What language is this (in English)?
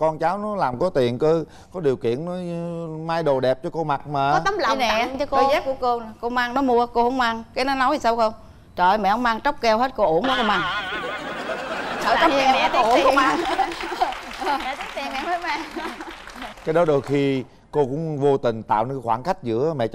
Vietnamese